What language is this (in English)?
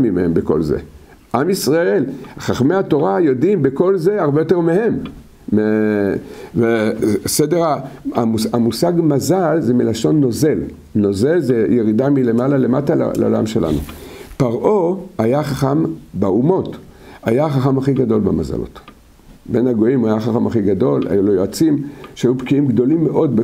Hebrew